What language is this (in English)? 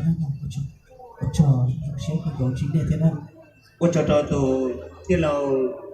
Hmong